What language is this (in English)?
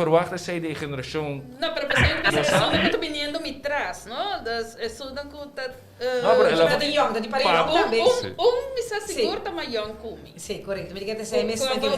Papiamento